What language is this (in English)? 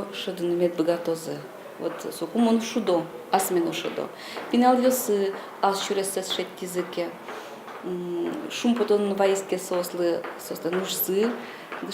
Udmurt